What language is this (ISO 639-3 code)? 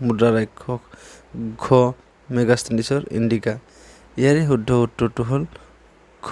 asm